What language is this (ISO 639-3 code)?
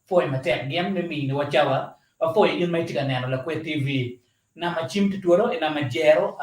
ach